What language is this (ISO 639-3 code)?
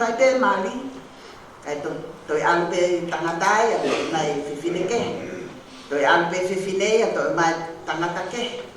ton